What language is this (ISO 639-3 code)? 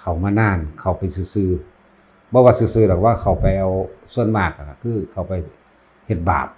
lao